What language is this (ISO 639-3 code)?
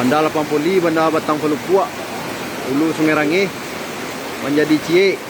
min